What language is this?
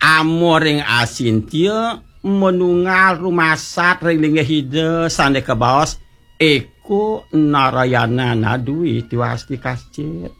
Balinese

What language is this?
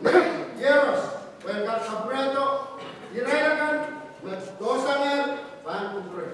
Pohnpeian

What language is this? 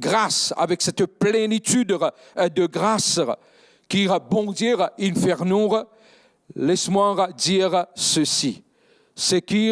Morisyen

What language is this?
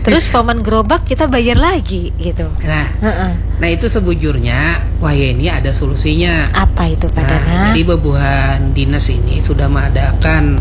Banjar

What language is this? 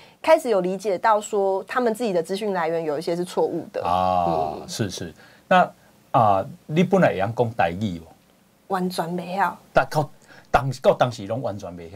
Chinese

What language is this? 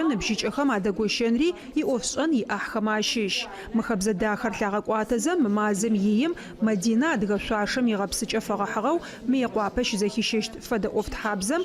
Adyghe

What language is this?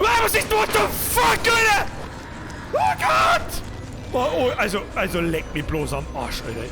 Bavarian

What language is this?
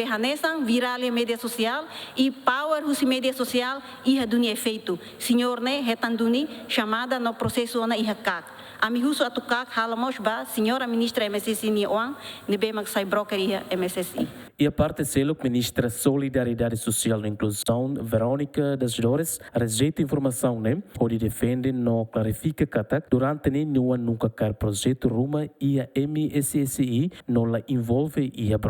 Tetum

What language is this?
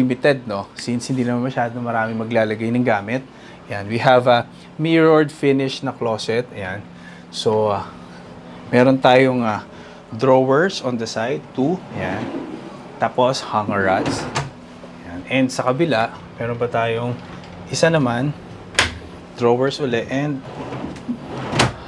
Filipino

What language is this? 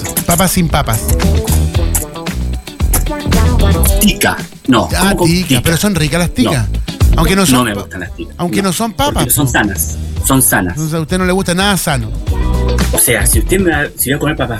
Spanish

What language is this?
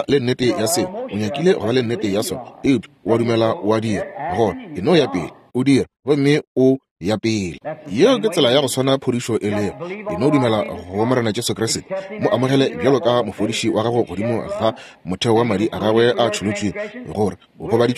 Northern Sotho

